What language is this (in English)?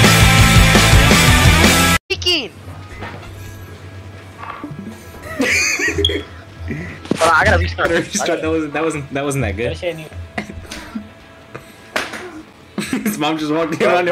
English